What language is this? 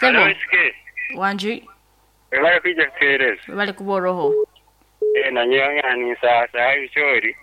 Nyoro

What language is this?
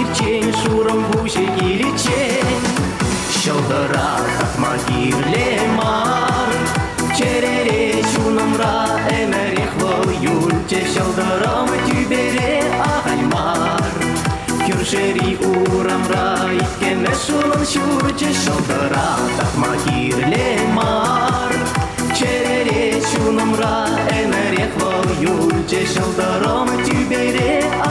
Chuvash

